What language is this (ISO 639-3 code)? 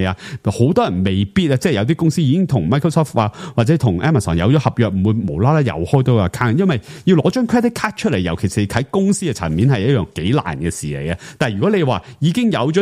yue